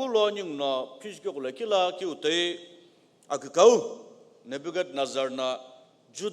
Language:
Sumi Naga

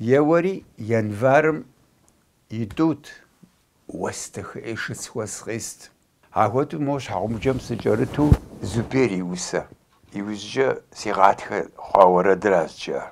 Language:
Kabardian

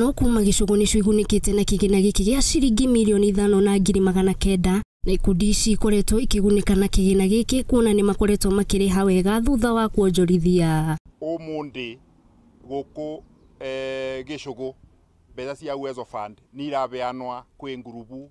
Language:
Kikuyu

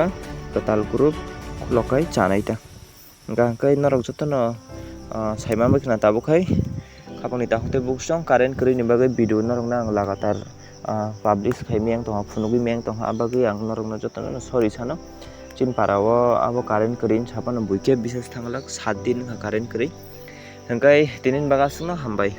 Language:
Kok Borok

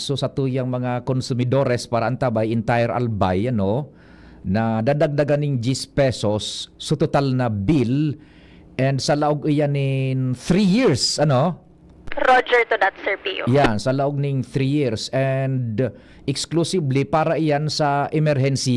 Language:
Bikol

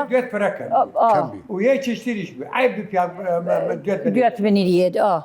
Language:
Southern Kurdish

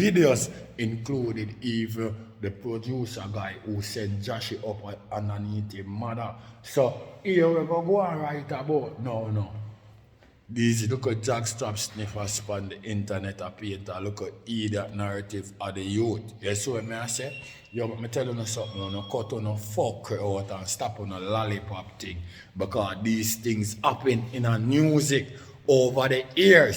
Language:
Jamaican Creole English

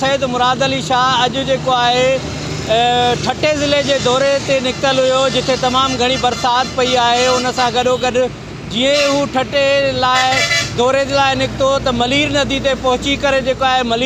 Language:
Sindhi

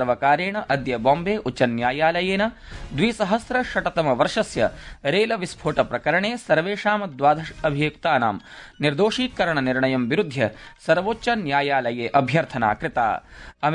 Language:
Sanskrit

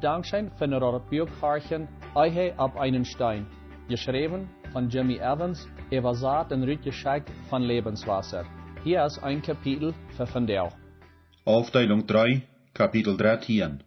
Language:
Plautdietsch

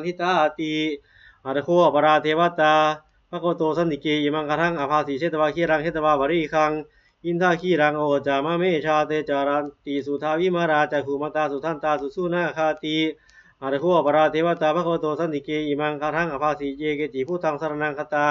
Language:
Pali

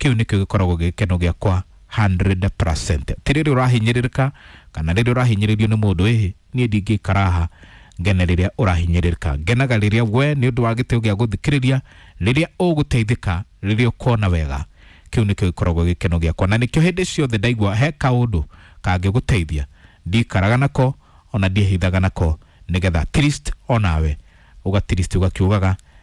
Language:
Kikuyu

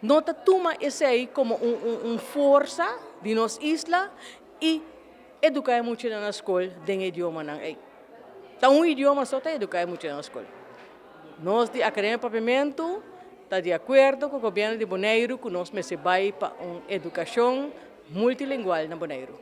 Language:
Papiamento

